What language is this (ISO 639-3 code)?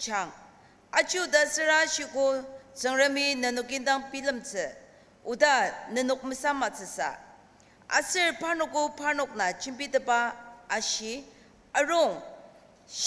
njo